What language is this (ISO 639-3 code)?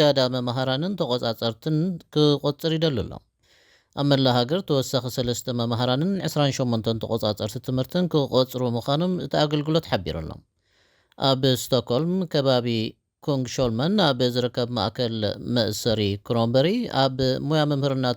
tir